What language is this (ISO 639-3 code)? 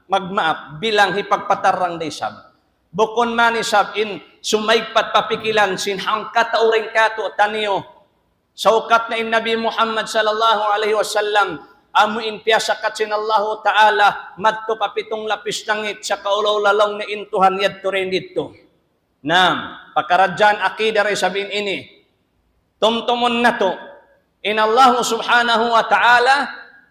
tsg